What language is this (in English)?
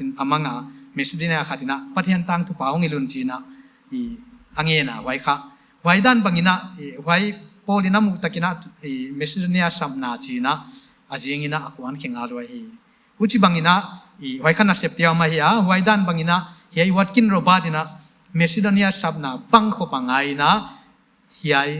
Paite Chin